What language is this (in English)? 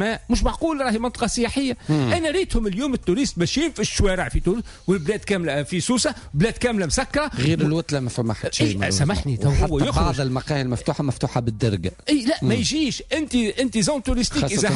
Tunisian Arabic